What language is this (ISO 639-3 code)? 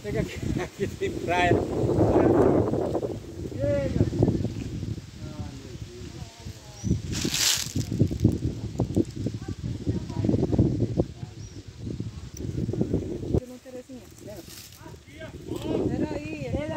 por